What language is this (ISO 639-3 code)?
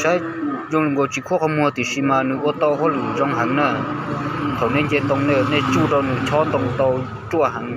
hmn